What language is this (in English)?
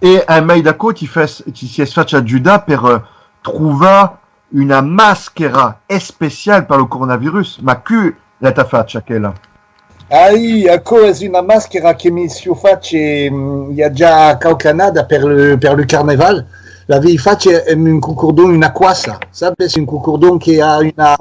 Occitan